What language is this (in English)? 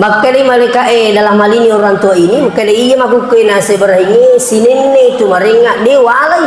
Buginese